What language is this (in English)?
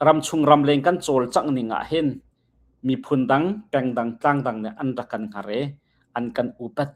Hakha Chin